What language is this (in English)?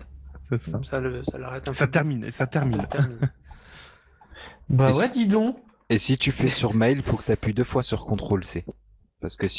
French